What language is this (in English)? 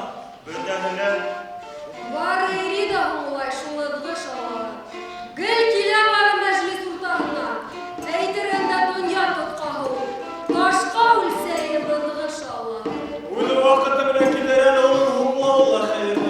Bashkir